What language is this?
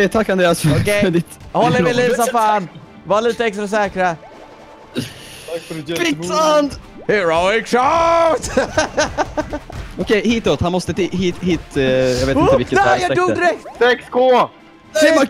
Swedish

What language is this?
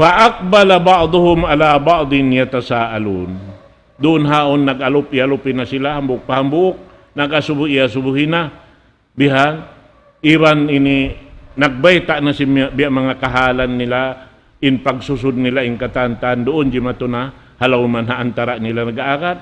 Tausug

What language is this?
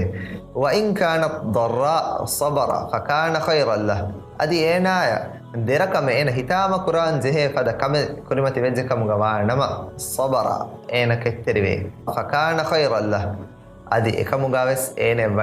Divehi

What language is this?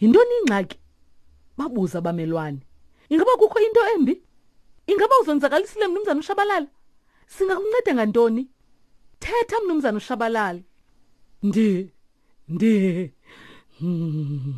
Xhosa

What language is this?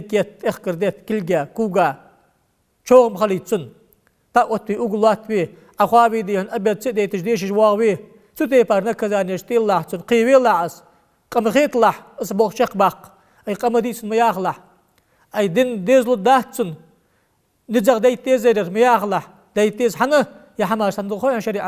Ingush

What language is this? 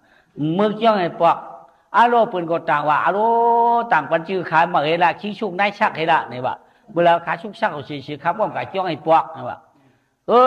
Shan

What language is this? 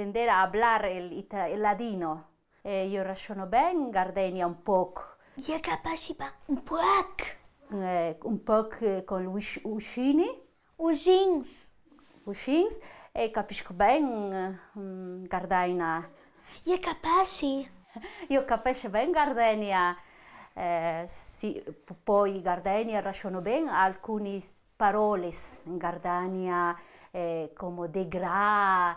Ladin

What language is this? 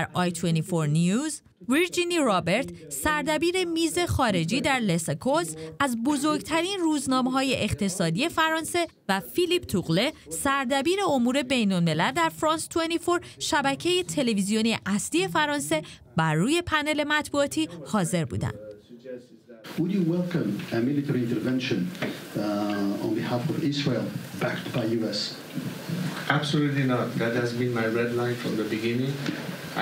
Persian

